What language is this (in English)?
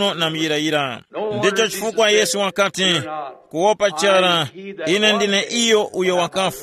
Tumbuka